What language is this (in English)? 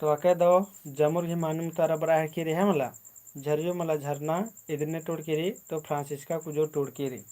Kurukh